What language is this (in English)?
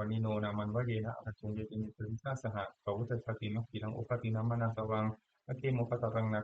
Pali